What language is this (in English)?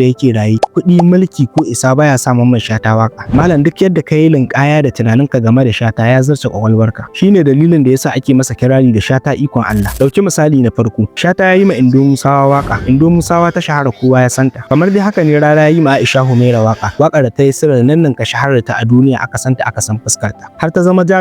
Hausa